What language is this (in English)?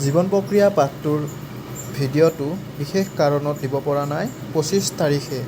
Assamese